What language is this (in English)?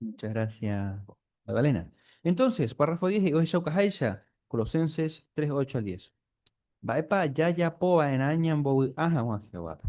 Guarani